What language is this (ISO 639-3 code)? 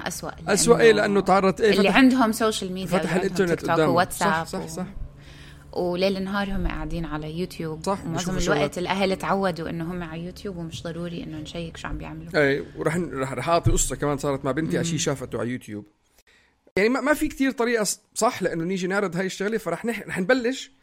apc